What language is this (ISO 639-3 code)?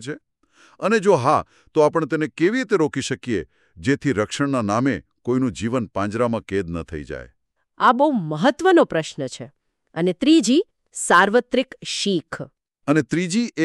guj